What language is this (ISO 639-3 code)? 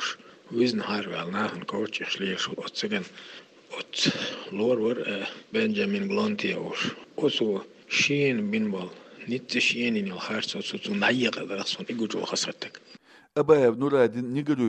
che